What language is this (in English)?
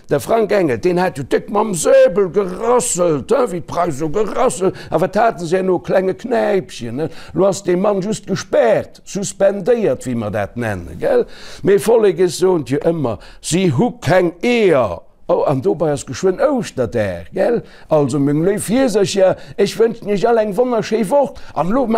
Luxembourgish